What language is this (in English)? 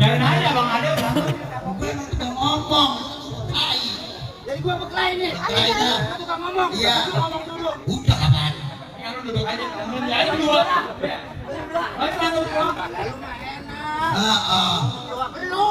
Betawi